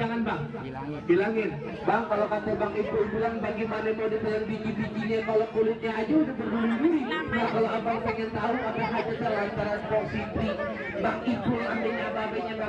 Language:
Betawi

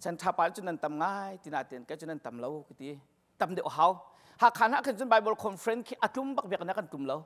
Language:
Hakha Chin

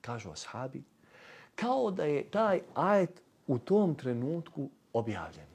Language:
Bosnian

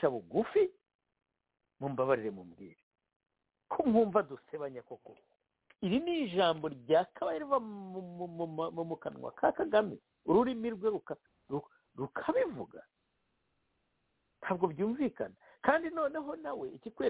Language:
Kinyarwanda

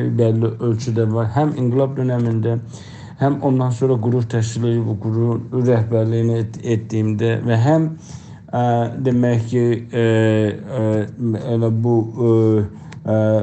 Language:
South Azerbaijani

